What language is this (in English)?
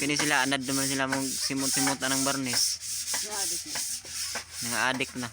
Cebuano